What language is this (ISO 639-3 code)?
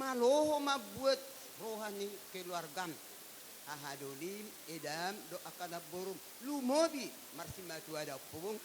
bbc